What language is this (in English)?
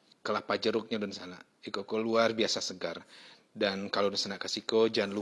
Minangkabau